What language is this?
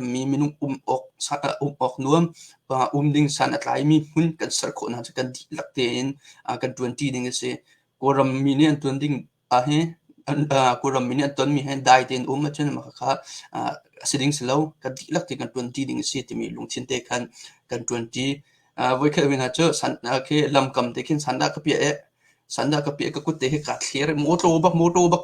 Hakha Chin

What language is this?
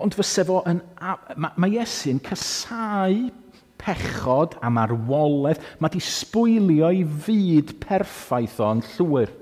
Welsh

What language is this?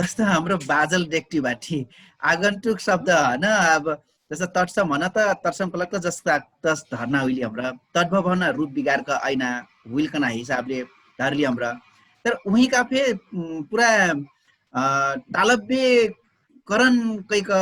Dangaura Tharu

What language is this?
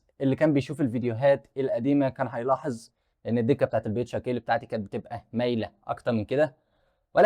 Egyptian Arabic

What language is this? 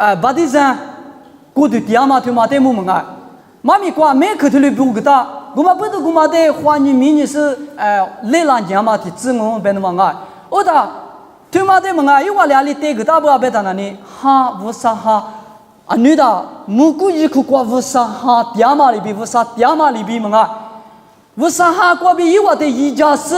Lisu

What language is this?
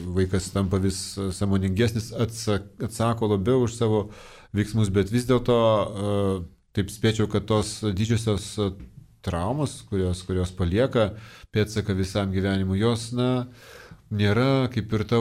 Lithuanian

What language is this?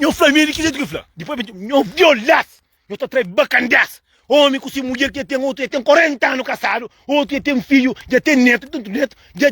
Kabuverdianu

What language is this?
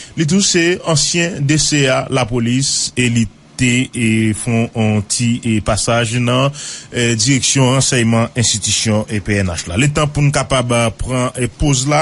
Haitian Creole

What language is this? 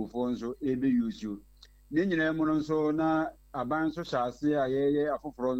Akan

